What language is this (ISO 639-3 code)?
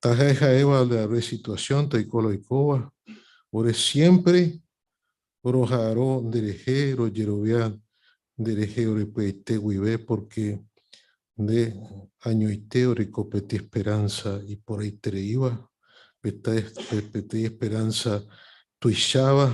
grn